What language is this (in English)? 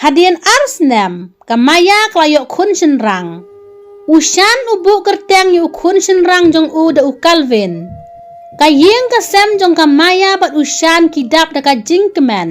Khasi